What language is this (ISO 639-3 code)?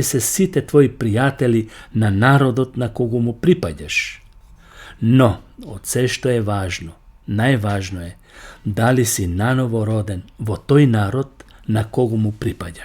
mkd